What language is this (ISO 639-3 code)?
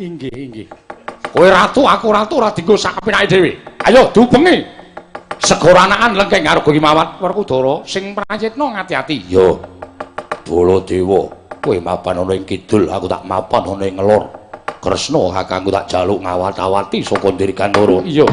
jav